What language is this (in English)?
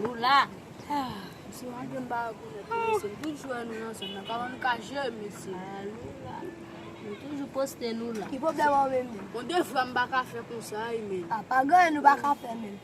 Haitian Creole